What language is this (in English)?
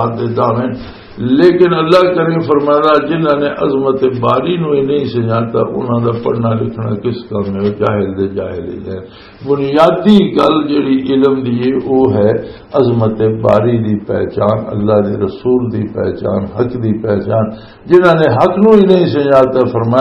Western Panjabi